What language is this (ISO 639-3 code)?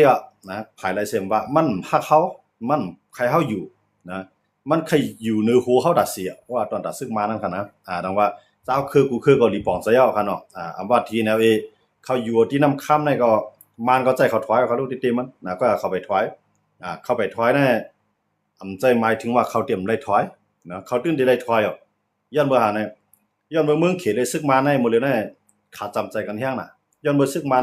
shn